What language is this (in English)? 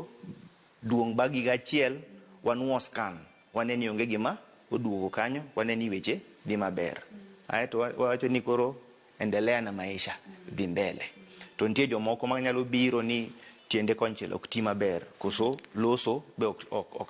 Luo (Kenya and Tanzania)